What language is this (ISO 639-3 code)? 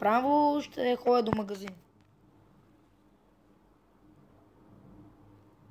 bul